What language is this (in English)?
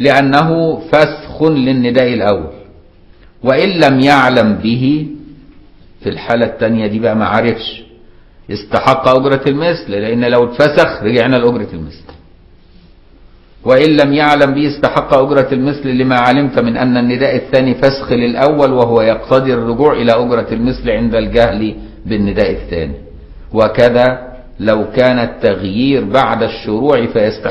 Arabic